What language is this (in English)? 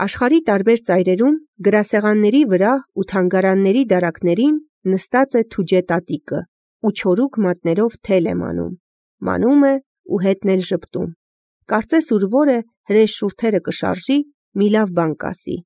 Armenian